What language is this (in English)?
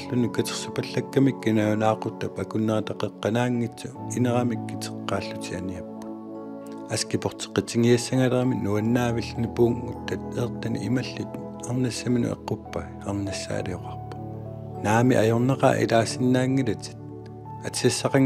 Kalaallisut